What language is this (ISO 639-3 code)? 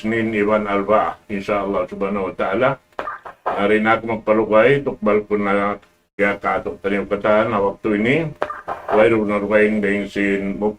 tsg